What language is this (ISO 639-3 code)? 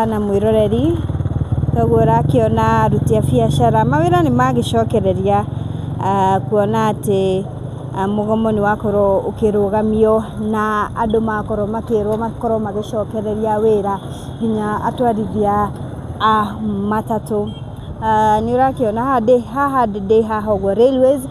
kik